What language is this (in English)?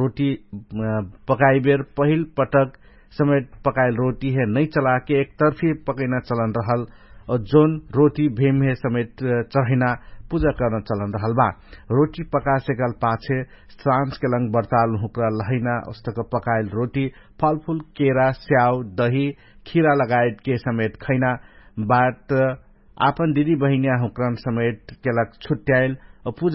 Dangaura Tharu